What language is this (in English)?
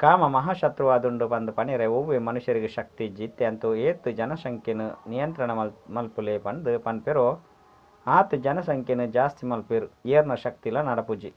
Tulu